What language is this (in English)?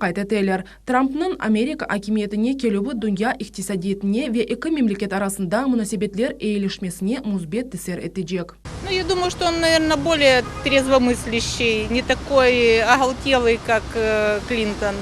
Crimean Tatar